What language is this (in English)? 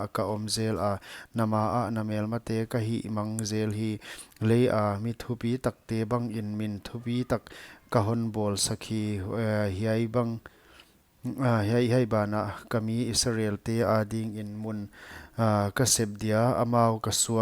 Paite Chin